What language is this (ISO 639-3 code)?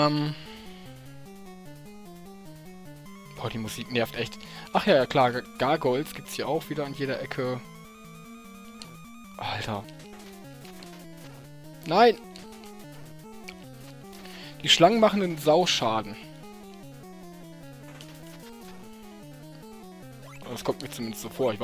deu